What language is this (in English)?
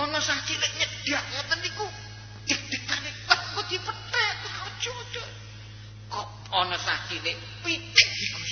Javanese